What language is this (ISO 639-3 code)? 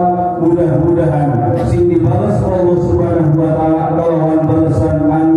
sun